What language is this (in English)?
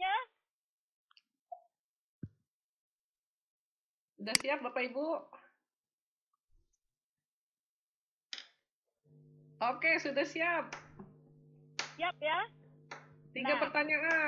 Indonesian